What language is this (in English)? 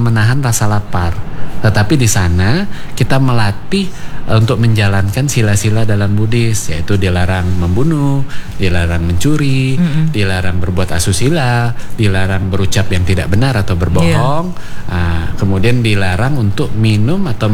Indonesian